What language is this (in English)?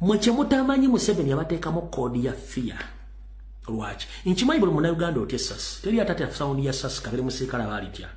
Ganda